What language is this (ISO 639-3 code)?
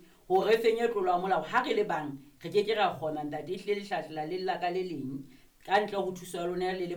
sot